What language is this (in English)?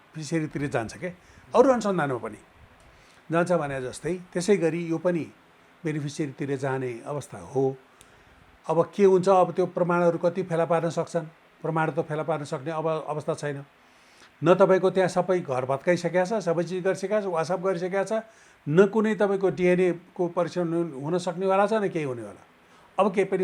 Nepali